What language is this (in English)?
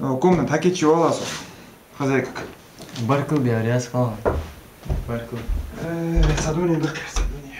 Ingush